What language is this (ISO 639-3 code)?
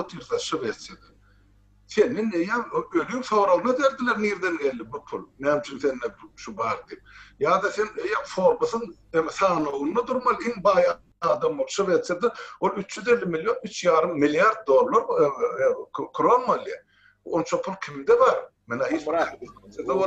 tuk